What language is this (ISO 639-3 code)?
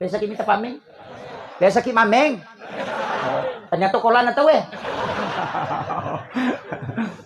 bug